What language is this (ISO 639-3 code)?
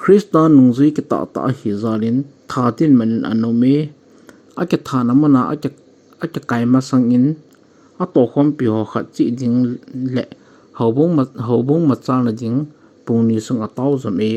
tcz